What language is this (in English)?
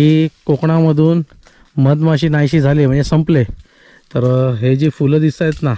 Marathi